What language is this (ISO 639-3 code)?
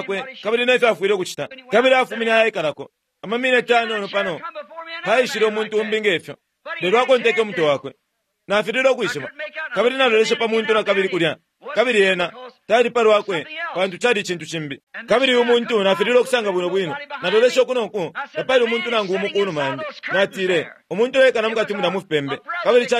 bem